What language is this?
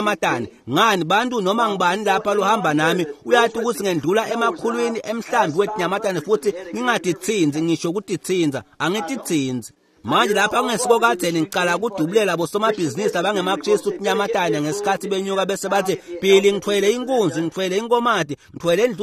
Swati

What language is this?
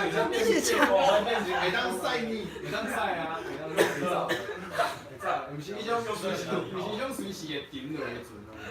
Min Nan Chinese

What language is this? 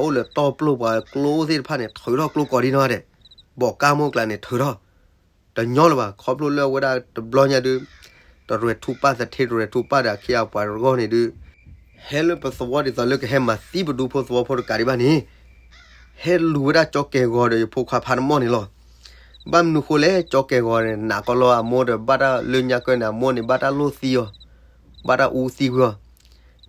S'gaw Karen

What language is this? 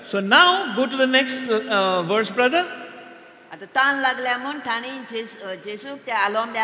Konkani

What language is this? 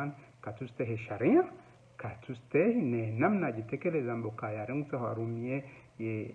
Ngazidja Comorian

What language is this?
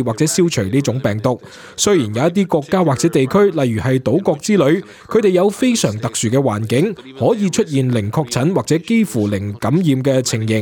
Cantonese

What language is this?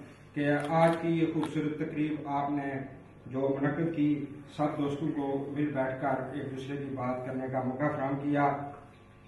Urdu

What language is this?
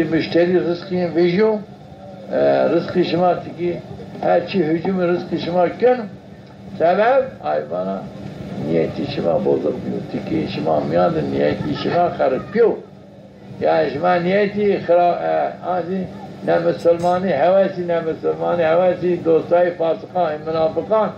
Zaza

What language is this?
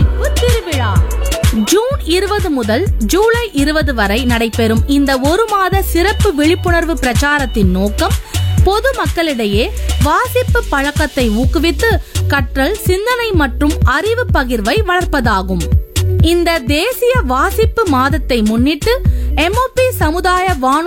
Tamil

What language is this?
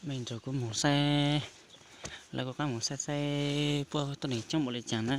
Hmong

